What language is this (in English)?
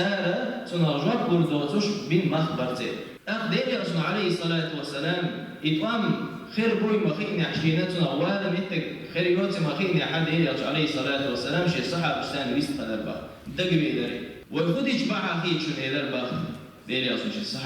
Chechen